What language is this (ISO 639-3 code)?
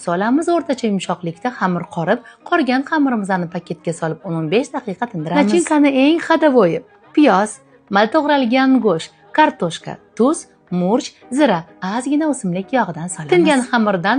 uzb